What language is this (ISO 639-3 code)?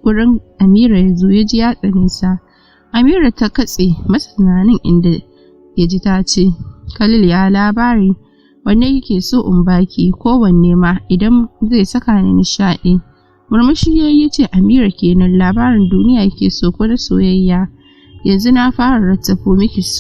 hau